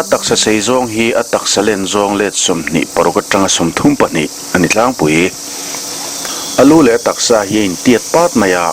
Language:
Mizo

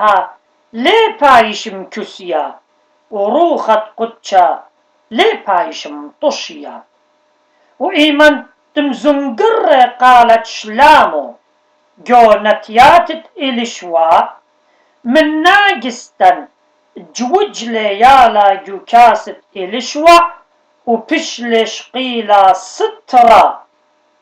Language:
Assyrian Neo-Aramaic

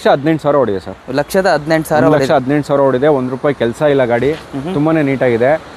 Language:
Kannada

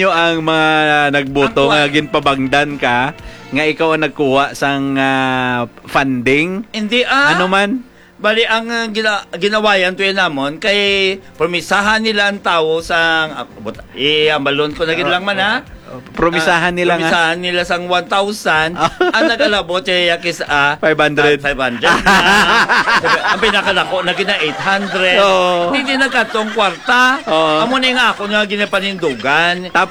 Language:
Hiligaynon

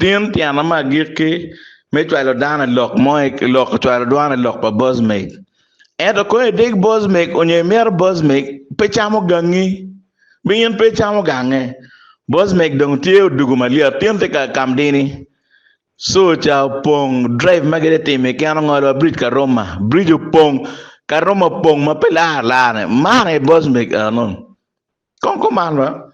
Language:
Acoli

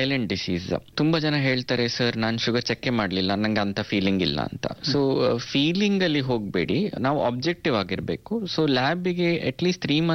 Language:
Kannada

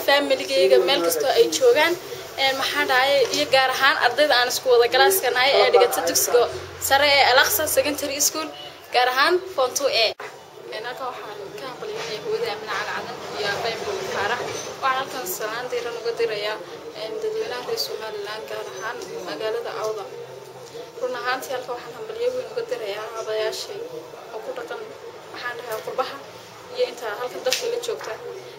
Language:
Somali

